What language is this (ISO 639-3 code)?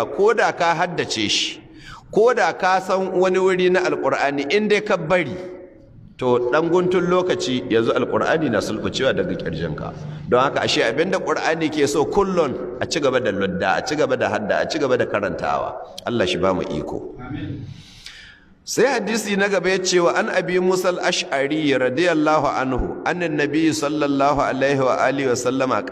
hau